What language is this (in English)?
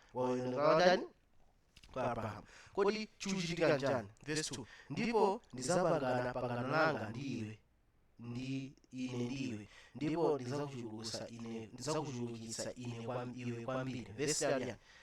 Nyanja